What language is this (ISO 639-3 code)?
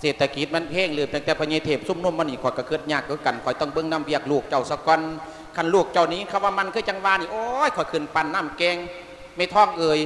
lao